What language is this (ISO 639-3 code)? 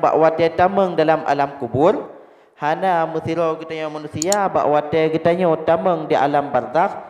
ace